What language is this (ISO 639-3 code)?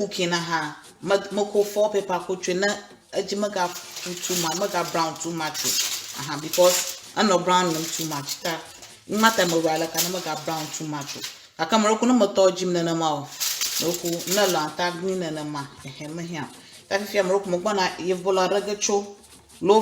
ewe